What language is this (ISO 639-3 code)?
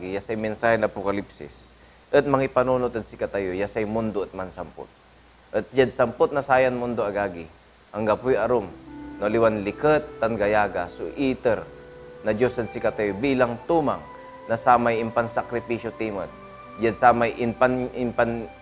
pag